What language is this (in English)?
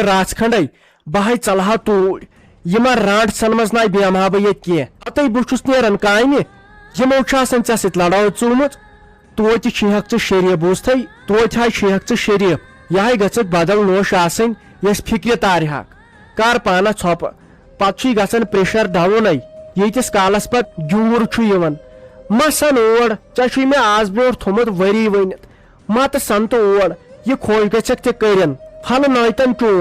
Kashmiri